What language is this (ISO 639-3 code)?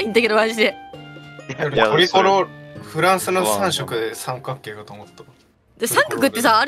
jpn